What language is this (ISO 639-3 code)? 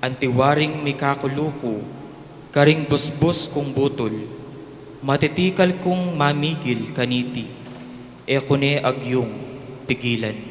pam